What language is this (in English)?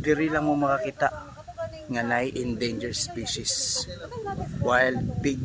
Cebuano